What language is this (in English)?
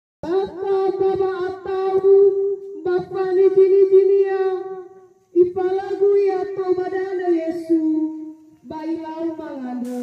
Nias